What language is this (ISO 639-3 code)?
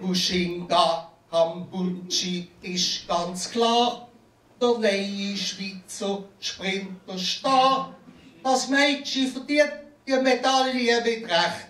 gsw